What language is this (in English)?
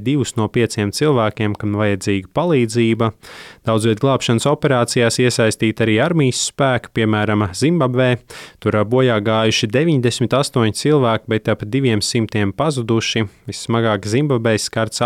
Latvian